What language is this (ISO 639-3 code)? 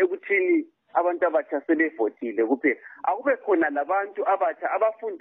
nde